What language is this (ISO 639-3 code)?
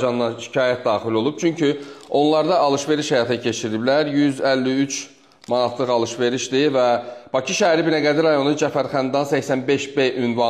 aze